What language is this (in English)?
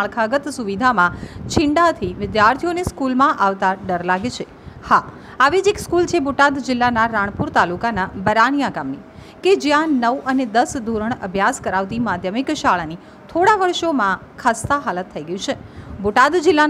Gujarati